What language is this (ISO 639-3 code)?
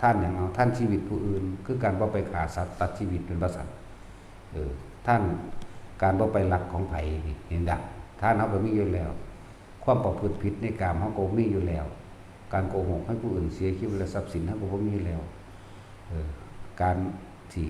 tts